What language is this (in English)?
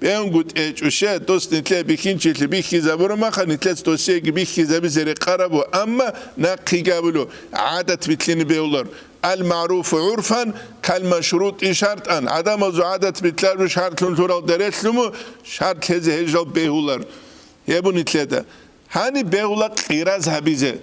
Avaric